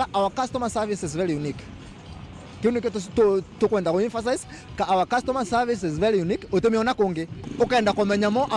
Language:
Meru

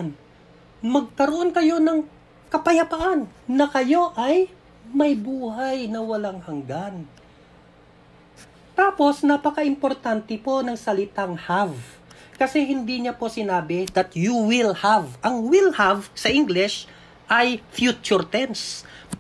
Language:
Filipino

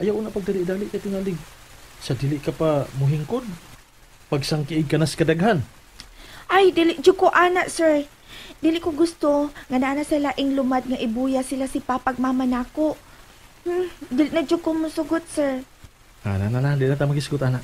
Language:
Cebuano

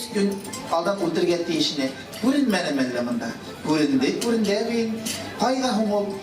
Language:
Bashkir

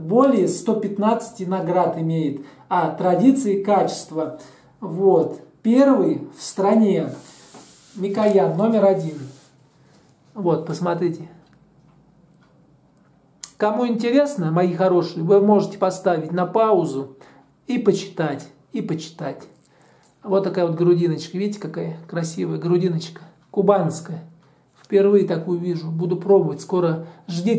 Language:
Russian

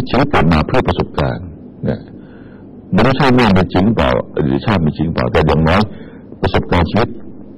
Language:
Thai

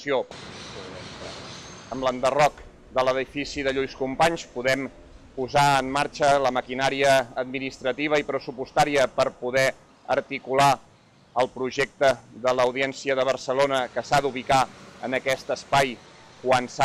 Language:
Catalan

